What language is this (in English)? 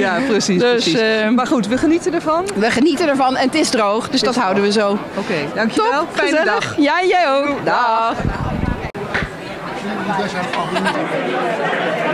Dutch